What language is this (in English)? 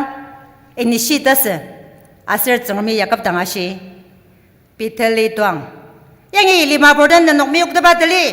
Ao Naga